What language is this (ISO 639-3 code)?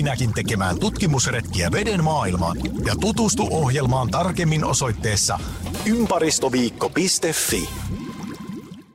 fin